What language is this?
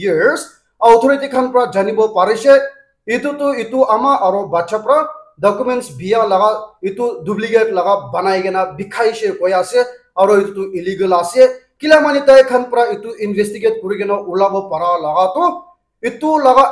Naga Pidgin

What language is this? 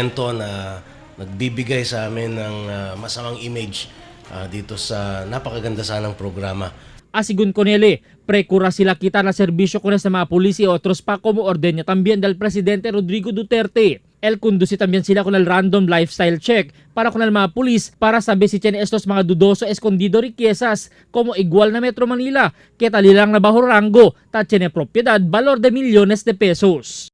Chavacano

